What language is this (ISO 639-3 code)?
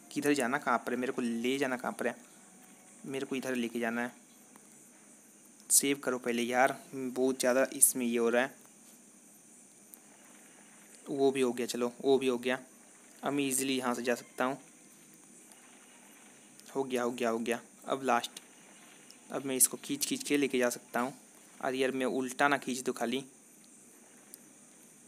hin